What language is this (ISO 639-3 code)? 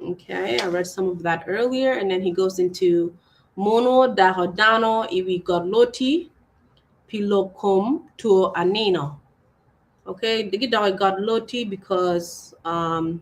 ach